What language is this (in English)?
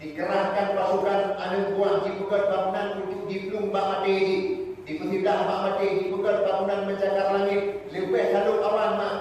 Achinese